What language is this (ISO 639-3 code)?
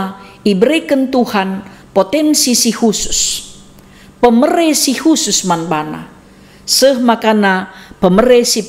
btx